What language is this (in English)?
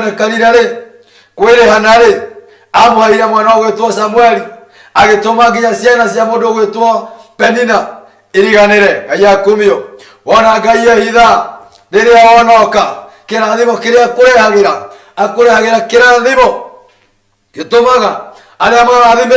Kikuyu